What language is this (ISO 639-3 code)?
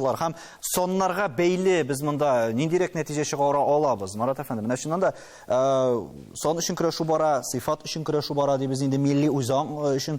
tat